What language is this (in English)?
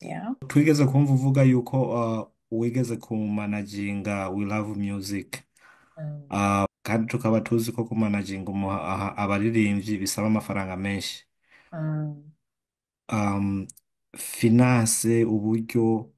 Rundi